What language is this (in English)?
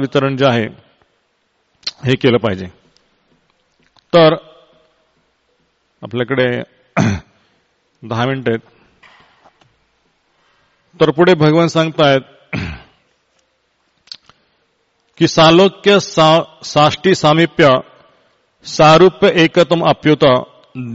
Marathi